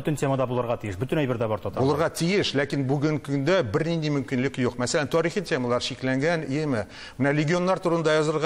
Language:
Tatar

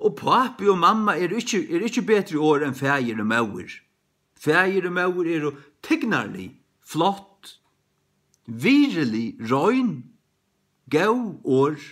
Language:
Faroese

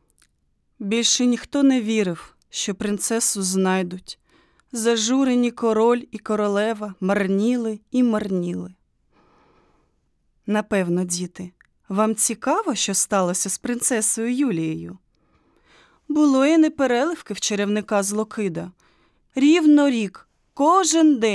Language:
Ukrainian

